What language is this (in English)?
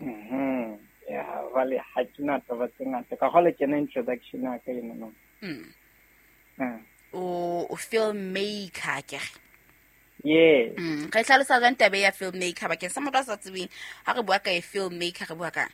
Southern Sotho